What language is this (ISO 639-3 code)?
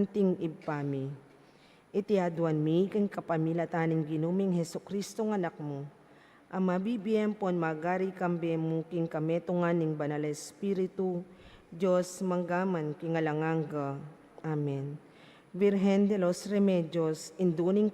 pam